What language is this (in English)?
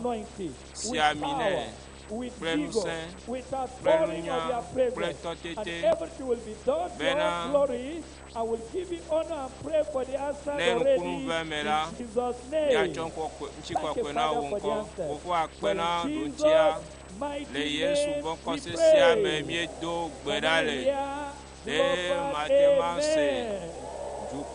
Ewe